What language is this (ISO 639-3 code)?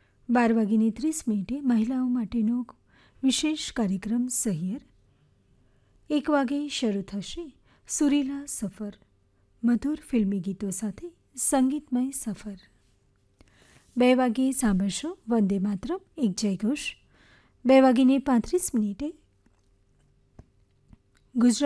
guj